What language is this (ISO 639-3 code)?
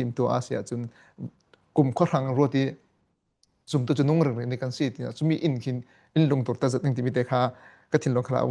cfm